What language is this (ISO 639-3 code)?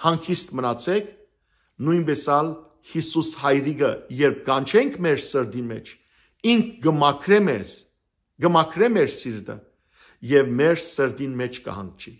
hyw